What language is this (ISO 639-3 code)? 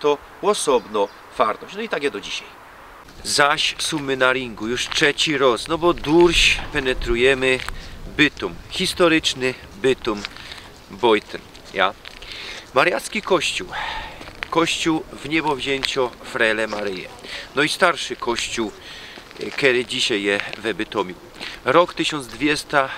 szl